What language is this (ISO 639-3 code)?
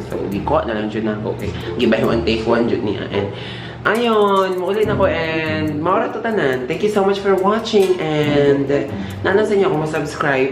ceb